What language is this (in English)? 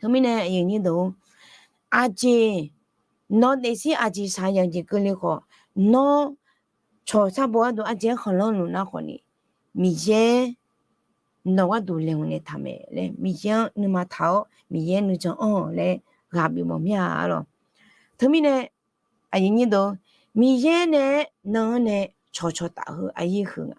Akha